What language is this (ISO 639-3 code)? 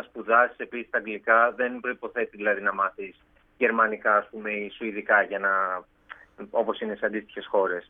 ell